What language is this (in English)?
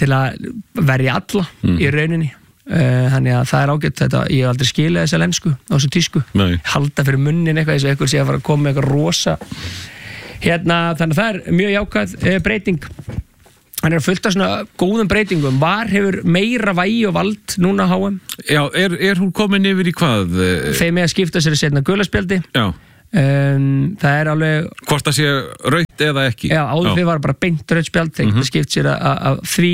Icelandic